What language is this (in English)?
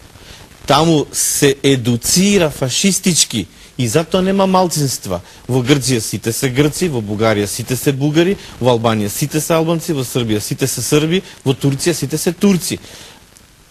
Macedonian